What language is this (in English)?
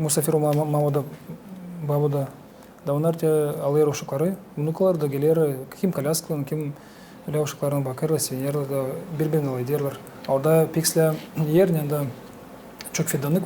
Gagauz